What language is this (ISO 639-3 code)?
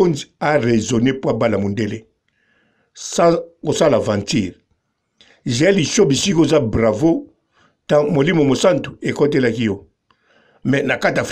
lin